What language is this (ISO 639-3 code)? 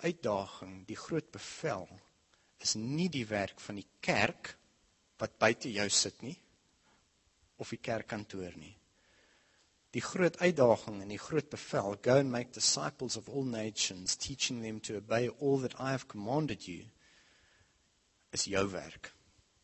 afr